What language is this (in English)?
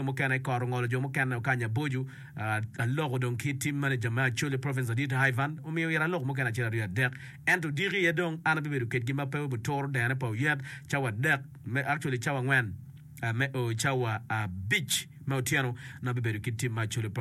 Acoli